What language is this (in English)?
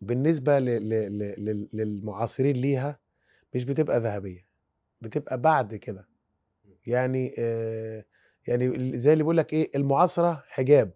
Egyptian Arabic